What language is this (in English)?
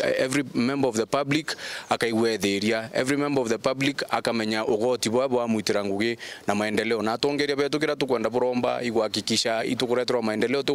Meru